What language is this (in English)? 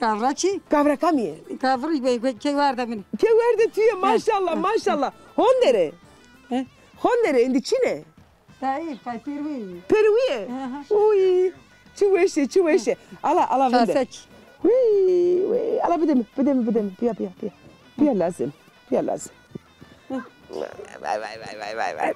Zaza